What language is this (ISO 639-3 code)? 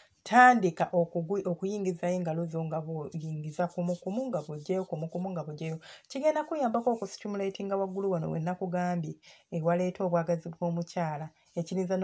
lug